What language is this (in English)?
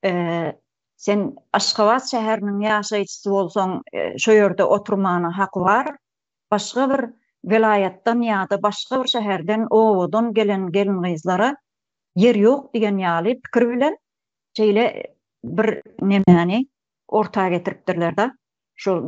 Turkmen